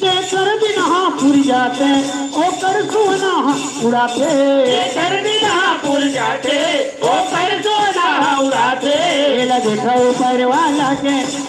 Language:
Chhattisgarhi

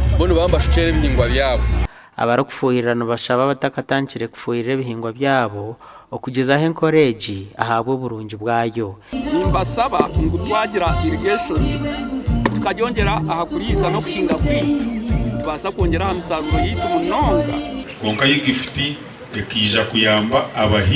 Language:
Nyankole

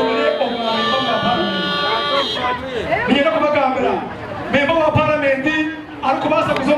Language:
Nyankole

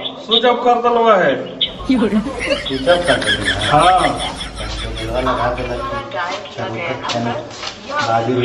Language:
Magahi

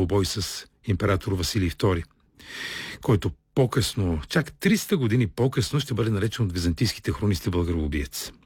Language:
Bulgarian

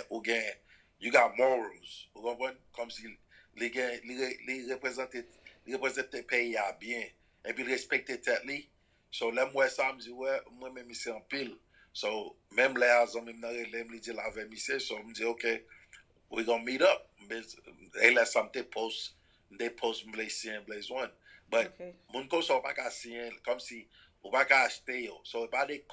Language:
Haitian Creole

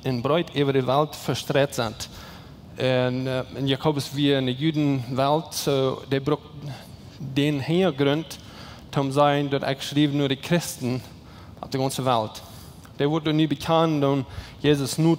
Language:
Plautdietsch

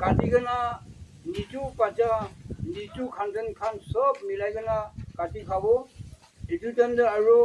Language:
Naga Pidgin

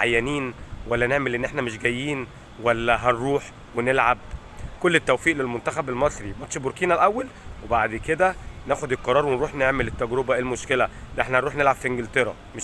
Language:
Egyptian Arabic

